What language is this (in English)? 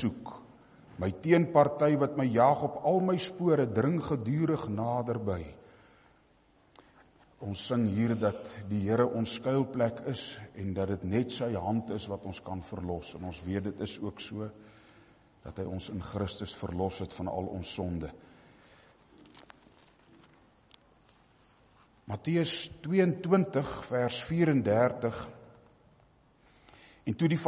Afrikaans